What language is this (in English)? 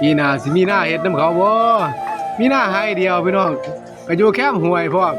Northeastern Thai